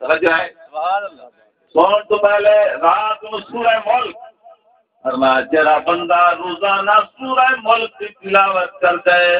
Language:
Saraiki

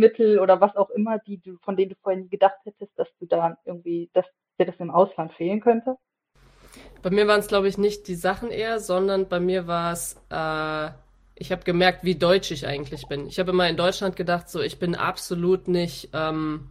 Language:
German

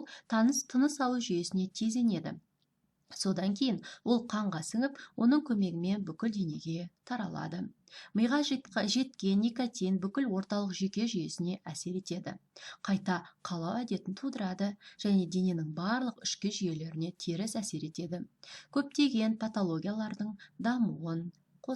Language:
Kazakh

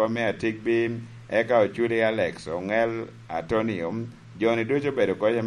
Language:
Lango (Uganda)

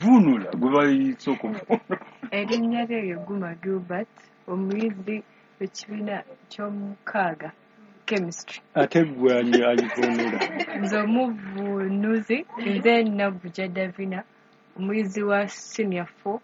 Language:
Ganda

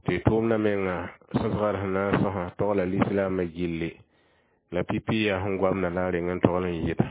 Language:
Mossi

